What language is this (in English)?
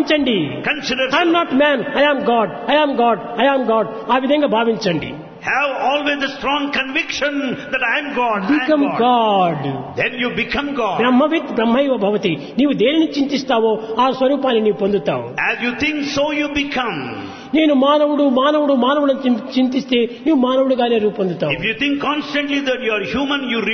Telugu